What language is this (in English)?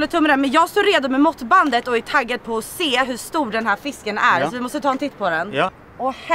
Swedish